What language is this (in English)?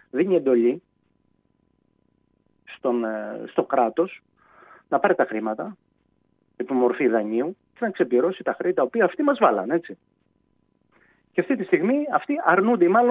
Greek